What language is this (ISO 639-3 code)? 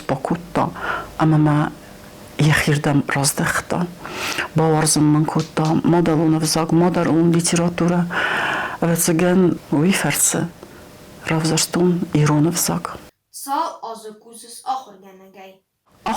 oss